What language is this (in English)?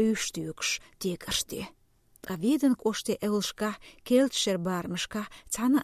Chechen